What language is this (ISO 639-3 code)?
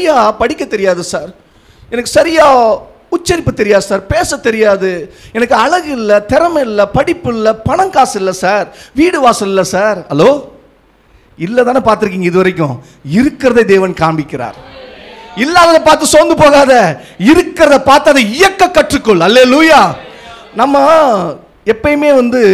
tam